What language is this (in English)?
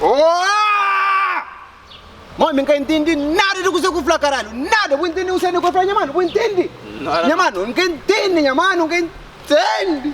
Kabuverdianu